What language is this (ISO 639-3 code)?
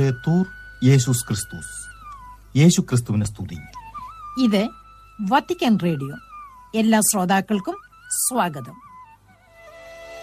mal